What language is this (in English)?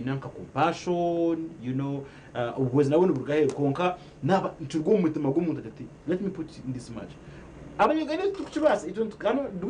Nyankole